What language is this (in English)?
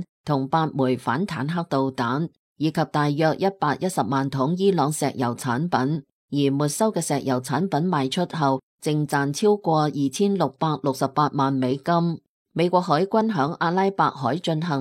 Cantonese